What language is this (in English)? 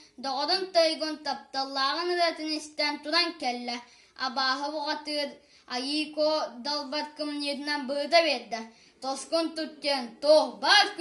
Yakut